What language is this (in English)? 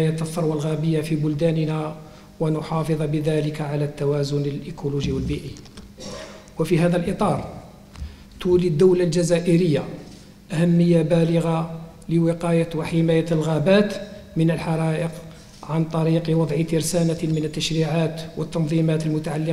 Arabic